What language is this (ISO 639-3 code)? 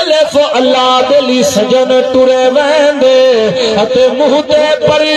skr